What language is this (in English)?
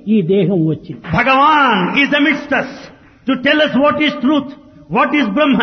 Telugu